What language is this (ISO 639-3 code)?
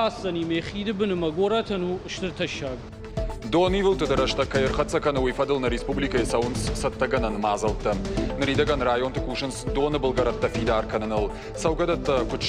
oss